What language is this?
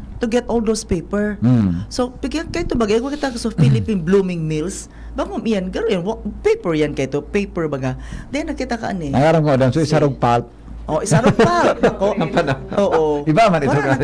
Bikol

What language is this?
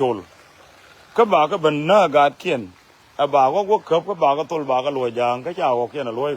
Nuer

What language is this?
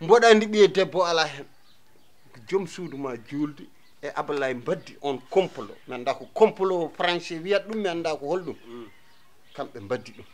Fula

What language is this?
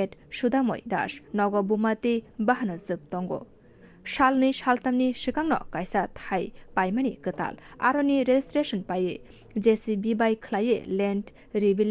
Kok Borok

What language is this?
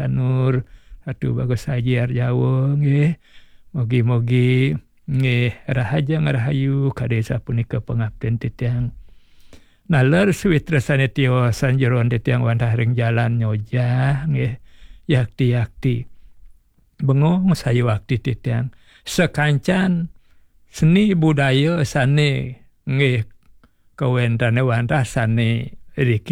Balinese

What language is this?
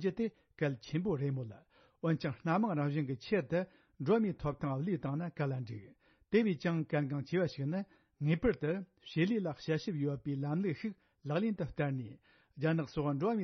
Tibetan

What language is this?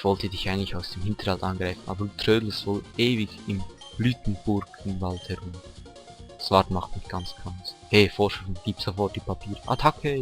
Swiss German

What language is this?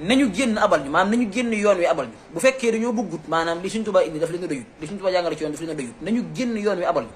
Wolof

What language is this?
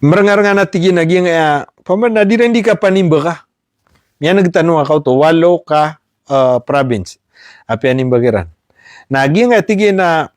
Maranao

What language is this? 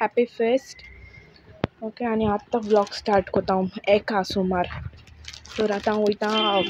Konkani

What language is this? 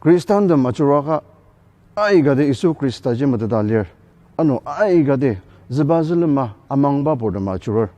Ao Naga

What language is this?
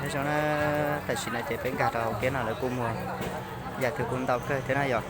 Hmong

